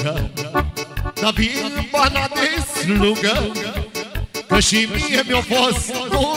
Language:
Romanian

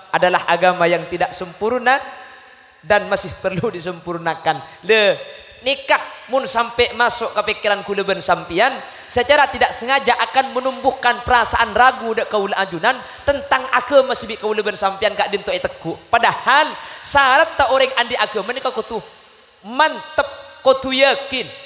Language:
Madurese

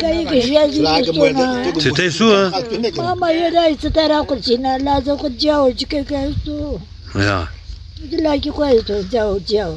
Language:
Zaza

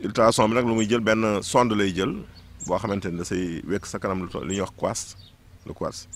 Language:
Wolof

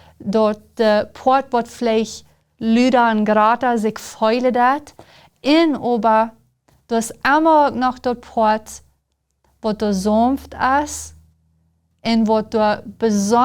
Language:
Plautdietsch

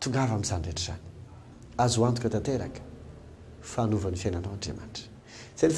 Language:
Malagasy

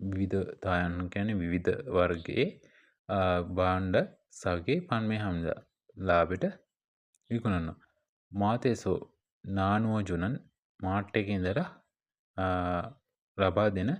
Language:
Sinhala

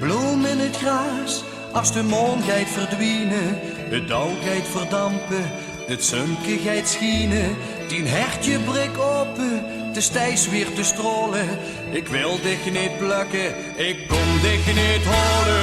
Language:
Limburgish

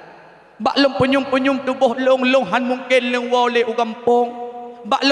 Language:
Achinese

